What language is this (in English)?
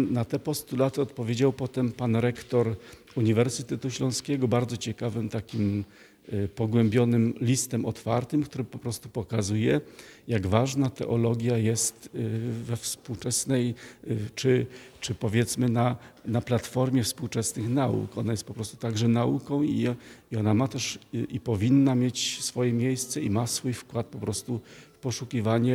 Polish